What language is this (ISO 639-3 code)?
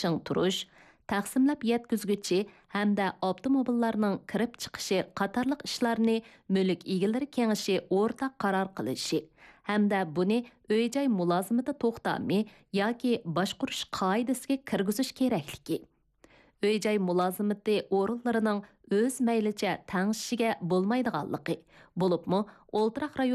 uig